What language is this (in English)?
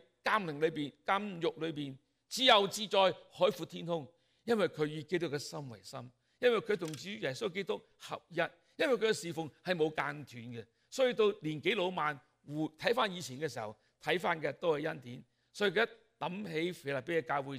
Cantonese